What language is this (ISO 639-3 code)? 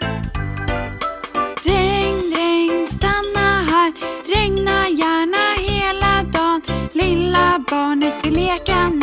swe